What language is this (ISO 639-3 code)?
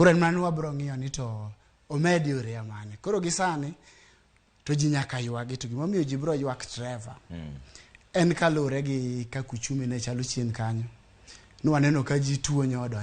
luo